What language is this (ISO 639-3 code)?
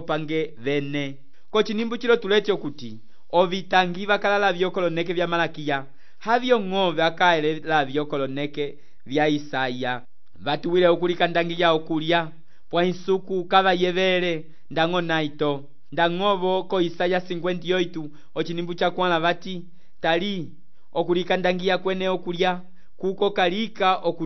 umb